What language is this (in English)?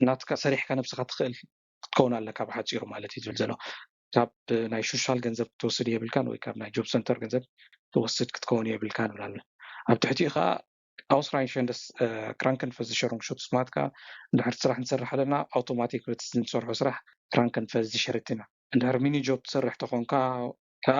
Tigrinya